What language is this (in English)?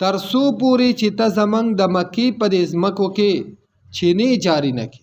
Pashto